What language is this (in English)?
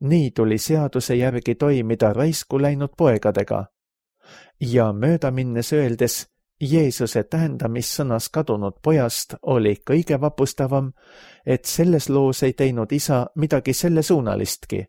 Estonian